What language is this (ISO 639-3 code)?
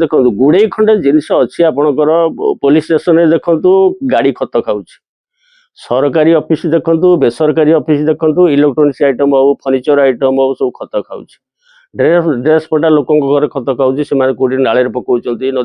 ori